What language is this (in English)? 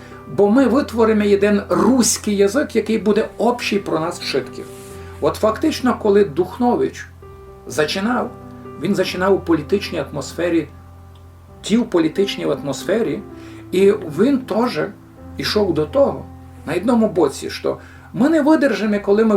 Rusyn